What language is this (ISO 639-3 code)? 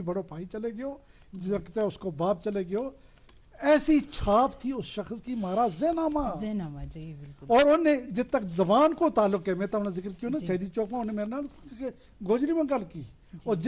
gju